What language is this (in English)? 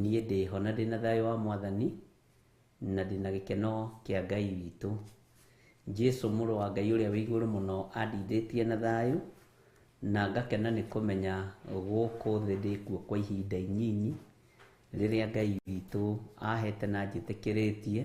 Kikuyu